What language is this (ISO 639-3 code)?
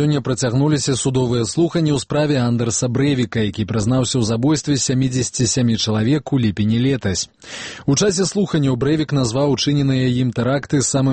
bel